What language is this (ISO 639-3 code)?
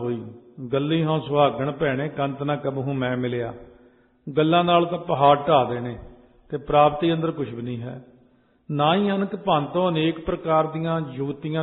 pan